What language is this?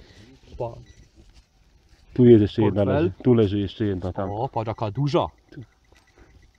Polish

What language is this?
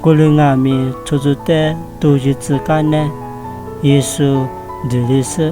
Lisu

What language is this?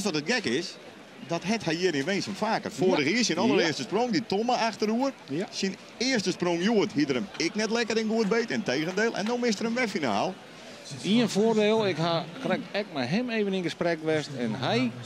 Western Frisian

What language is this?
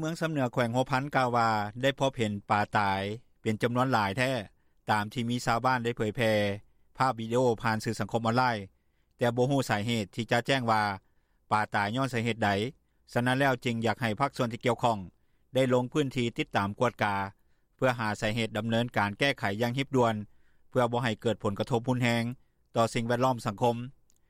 Lao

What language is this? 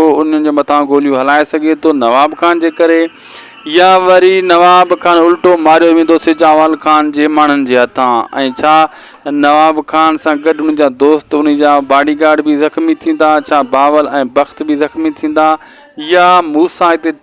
Sindhi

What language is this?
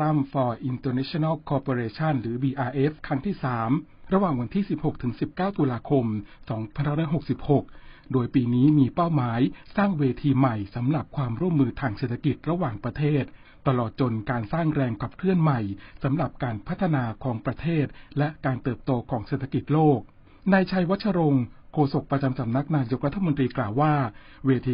Thai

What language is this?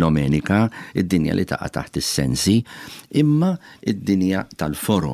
Maltese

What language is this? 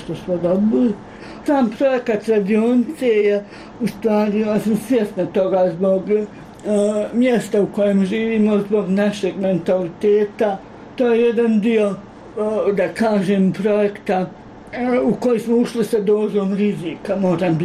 Bosnian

